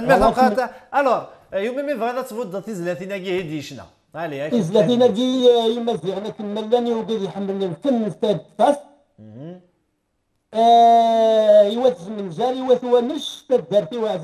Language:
Kabyle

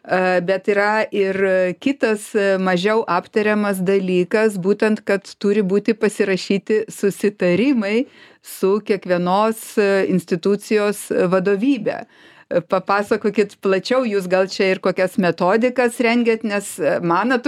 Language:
Lithuanian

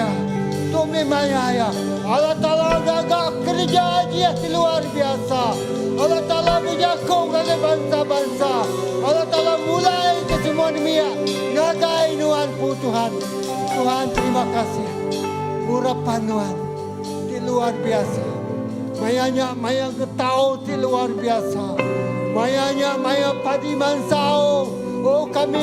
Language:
Iban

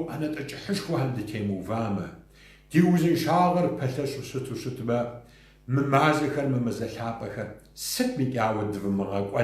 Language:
Kabardian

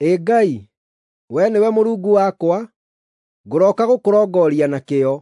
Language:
Kikuyu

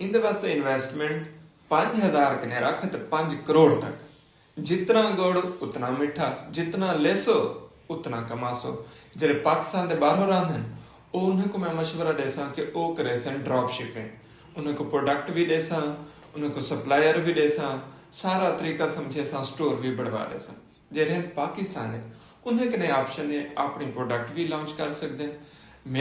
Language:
Saraiki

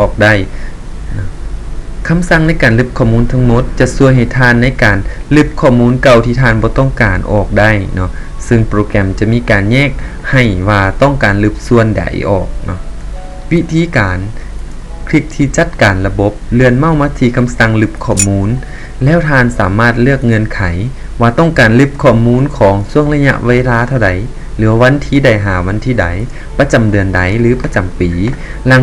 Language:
Lao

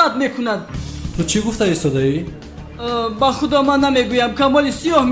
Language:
Tajik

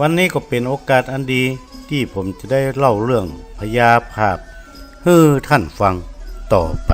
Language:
Northern Thai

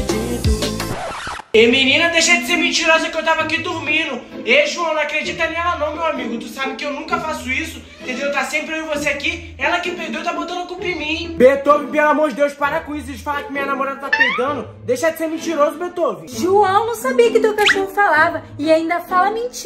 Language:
Portuguese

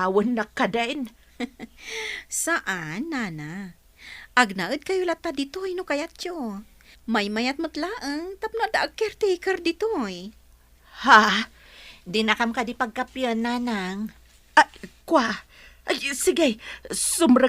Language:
Iloko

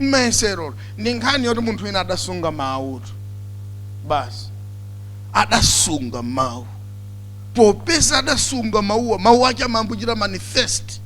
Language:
Nyanja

